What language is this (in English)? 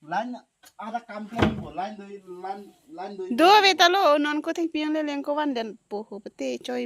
Karbi